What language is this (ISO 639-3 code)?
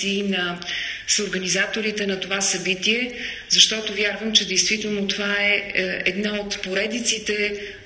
bul